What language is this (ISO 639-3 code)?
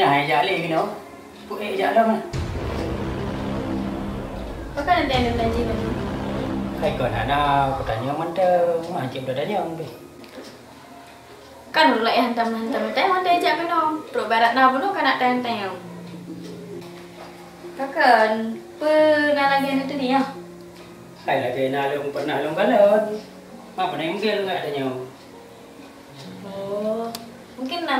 ace